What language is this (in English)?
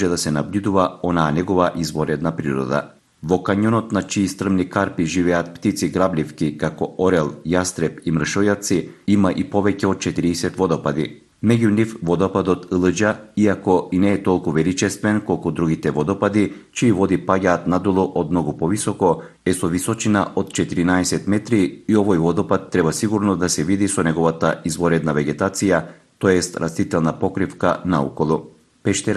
Macedonian